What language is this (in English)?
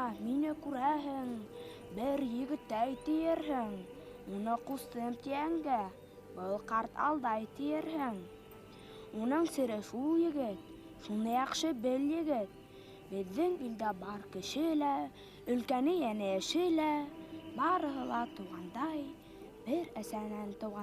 Bashkir